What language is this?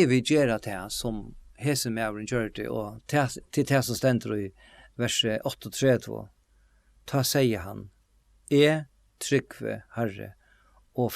Faroese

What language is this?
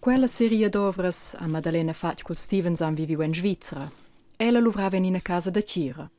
Romansh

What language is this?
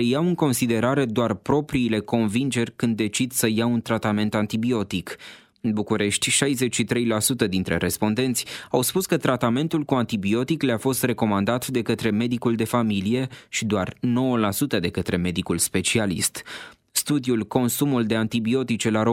Romanian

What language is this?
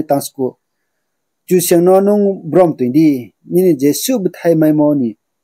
Riang (India)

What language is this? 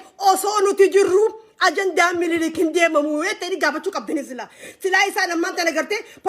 Oromo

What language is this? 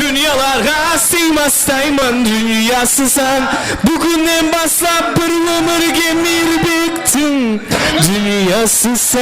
Kara-Kalpak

